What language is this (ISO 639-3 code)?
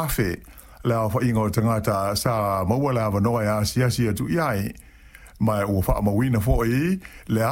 smo